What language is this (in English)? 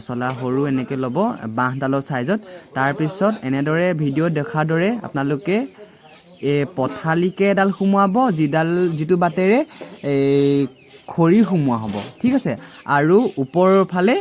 Assamese